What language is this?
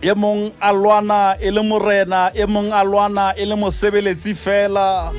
Southern Sotho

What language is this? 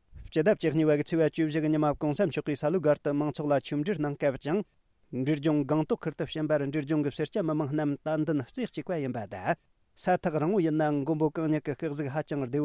Tibetan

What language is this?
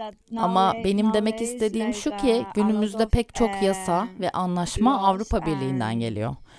Turkish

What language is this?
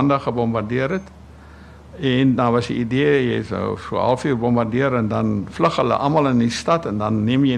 Afrikaans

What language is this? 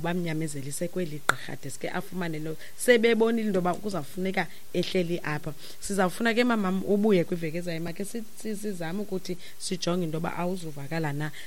Xhosa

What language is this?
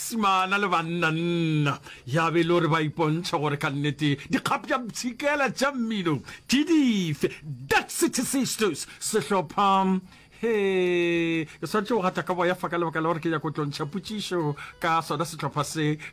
Northern Sotho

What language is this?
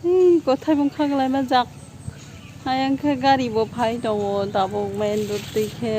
Kok Borok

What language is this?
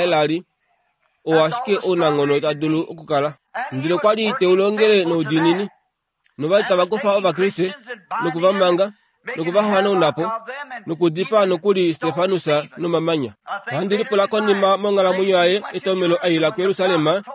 Kuanyama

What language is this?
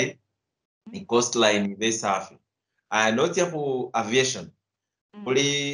Luyia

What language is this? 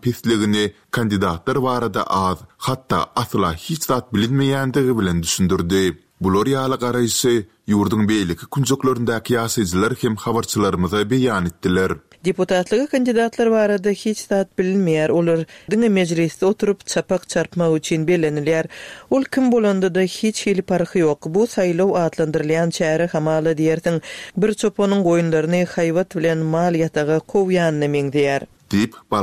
Turkmen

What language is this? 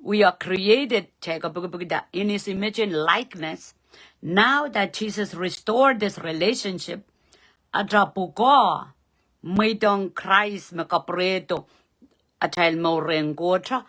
Pohnpeian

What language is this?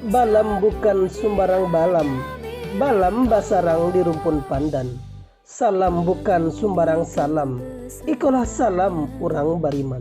Minangkabau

